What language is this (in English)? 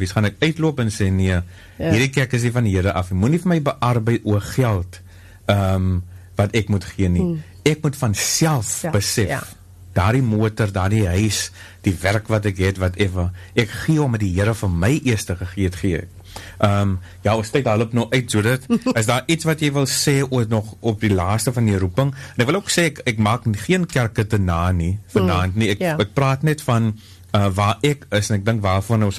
Afrikaans